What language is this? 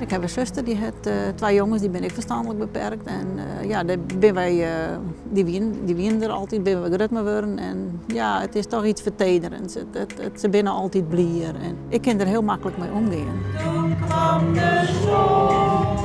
Western Frisian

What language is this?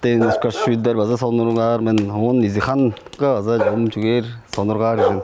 Tuvinian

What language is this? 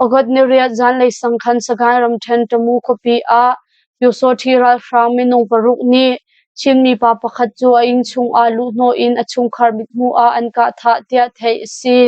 Hakha Chin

